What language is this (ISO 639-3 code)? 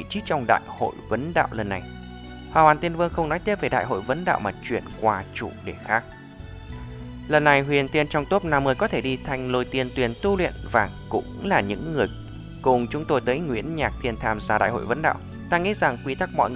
vie